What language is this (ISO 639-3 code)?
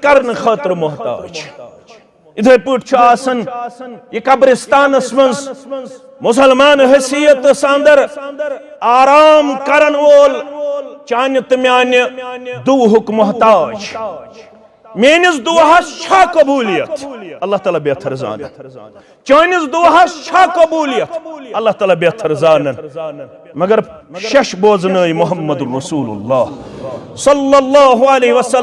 kas